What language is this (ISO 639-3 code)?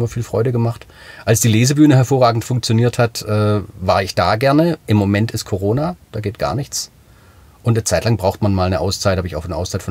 deu